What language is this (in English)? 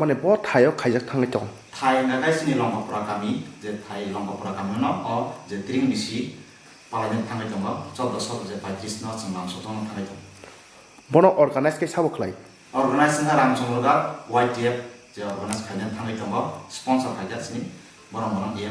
Kok Borok